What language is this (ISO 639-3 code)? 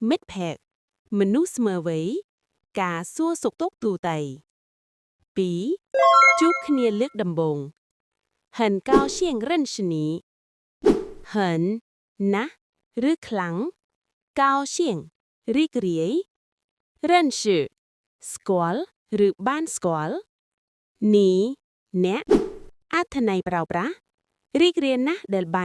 khm